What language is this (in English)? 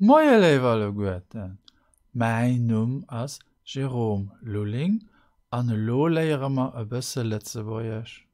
Luxembourgish